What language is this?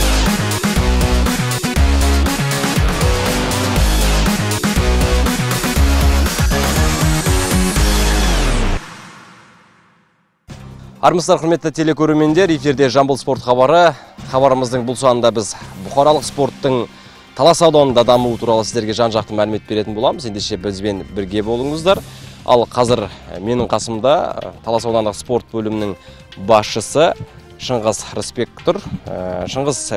Kazakh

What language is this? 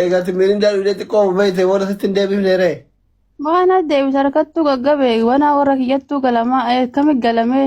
Oromo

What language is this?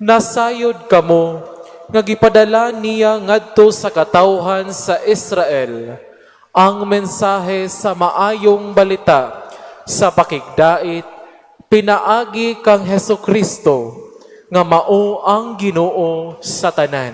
Cebuano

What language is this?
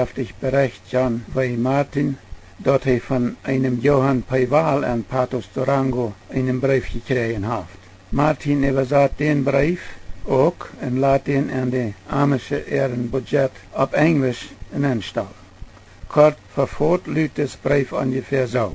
Plautdietsch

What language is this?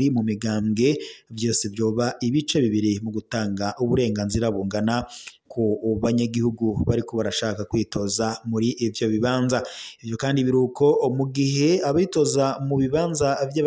Rundi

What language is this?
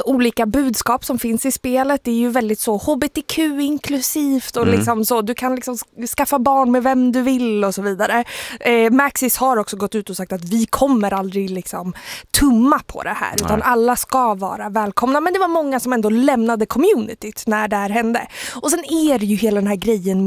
Swedish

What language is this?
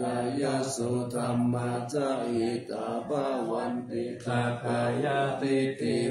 Pali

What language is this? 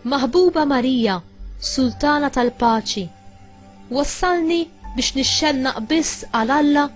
Maltese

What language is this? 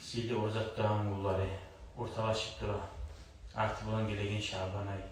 Kumyk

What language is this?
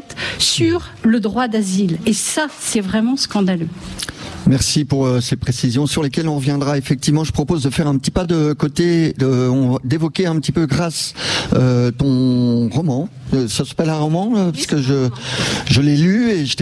French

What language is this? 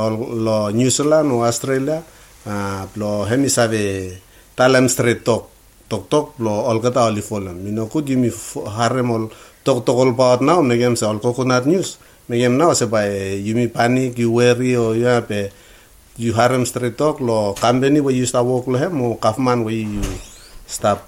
Bislama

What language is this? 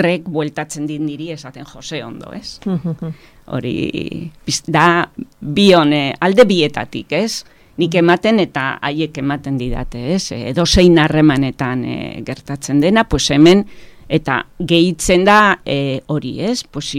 Basque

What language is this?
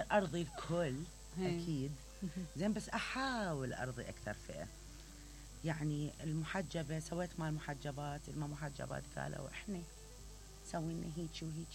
Mesopotamian Arabic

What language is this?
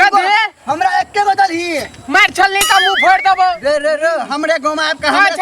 Maithili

